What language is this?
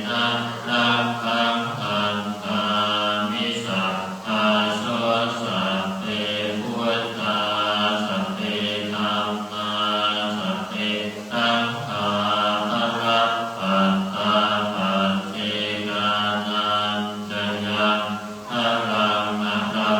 Pali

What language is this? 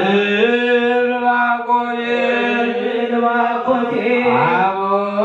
Geez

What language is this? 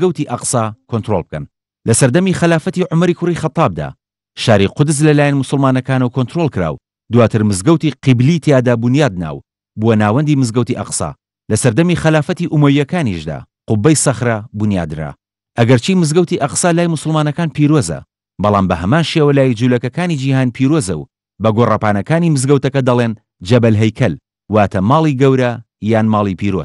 Central Kurdish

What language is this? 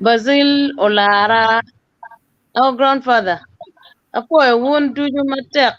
Acoli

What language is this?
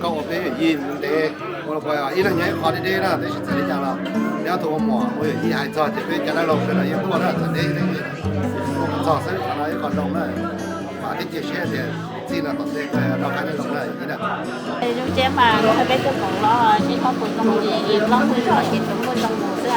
Hmong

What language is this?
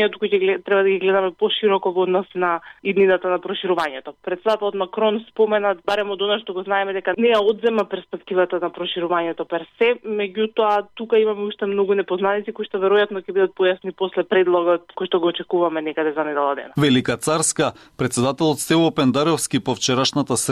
Macedonian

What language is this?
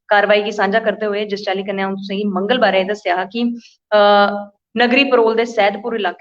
Dogri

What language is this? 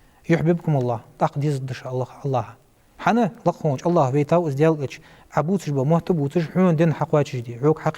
Ingush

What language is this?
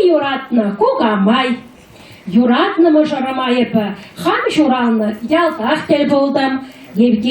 Chuvash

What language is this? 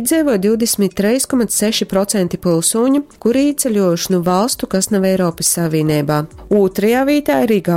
Latgalian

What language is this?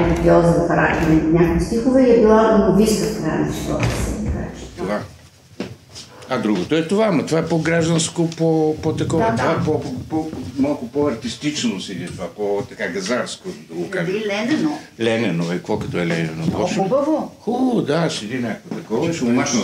Bulgarian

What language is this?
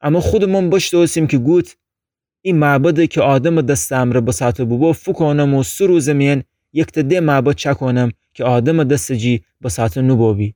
Gilaki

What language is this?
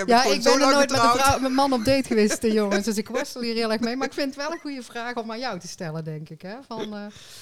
Dutch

